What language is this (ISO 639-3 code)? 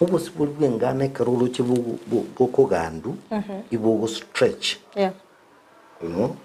guz